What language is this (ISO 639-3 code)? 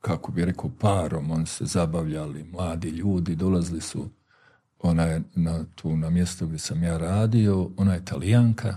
bos